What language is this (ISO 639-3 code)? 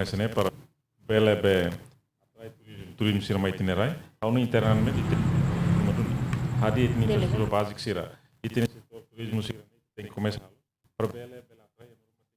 tet